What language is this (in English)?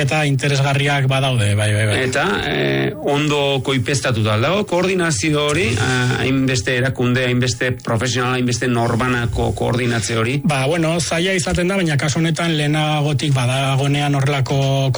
Basque